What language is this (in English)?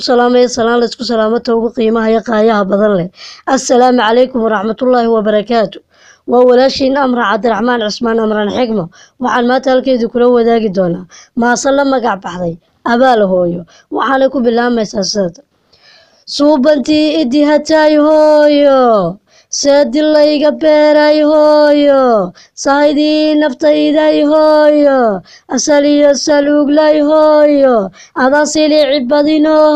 Somali